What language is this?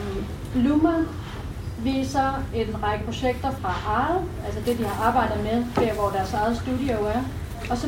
Danish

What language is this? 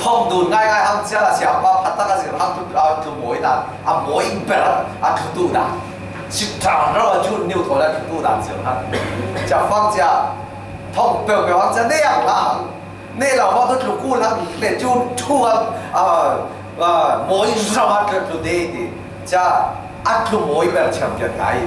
Falam Chin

